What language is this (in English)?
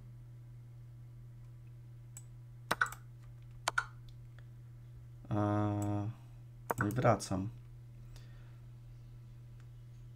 Polish